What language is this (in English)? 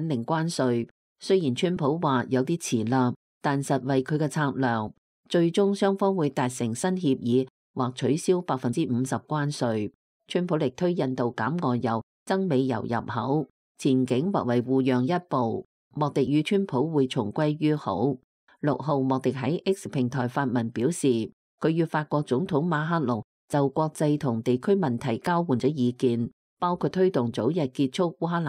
Cantonese